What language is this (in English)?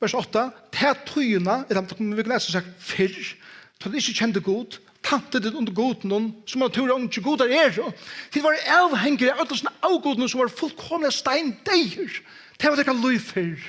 Faroese